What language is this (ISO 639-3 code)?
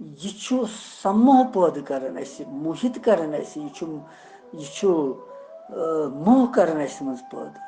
kas